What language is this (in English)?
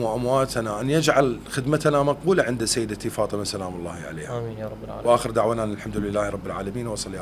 Mesopotamian Arabic